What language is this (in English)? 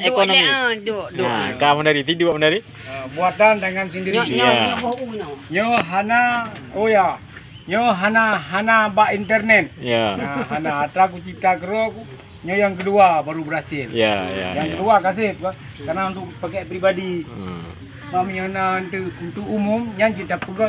Achinese